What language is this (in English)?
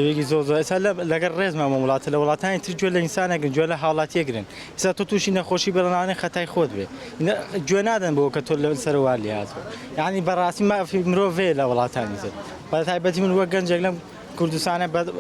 Central Kurdish